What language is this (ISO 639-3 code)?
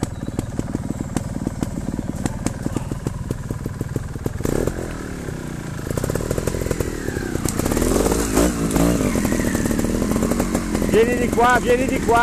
ita